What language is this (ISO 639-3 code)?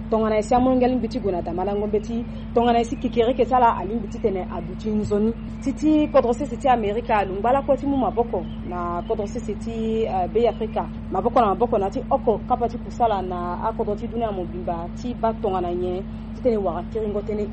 sag